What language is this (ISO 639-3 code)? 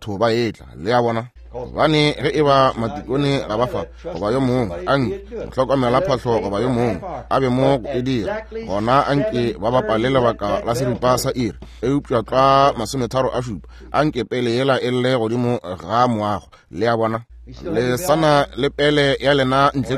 nso